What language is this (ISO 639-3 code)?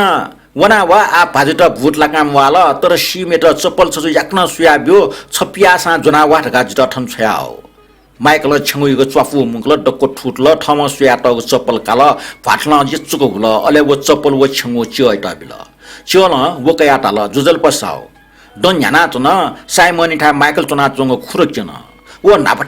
new